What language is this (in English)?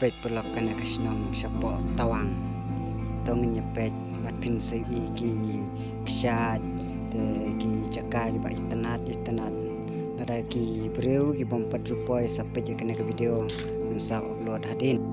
Khasi